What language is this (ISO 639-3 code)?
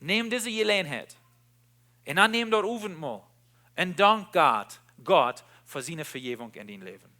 pdt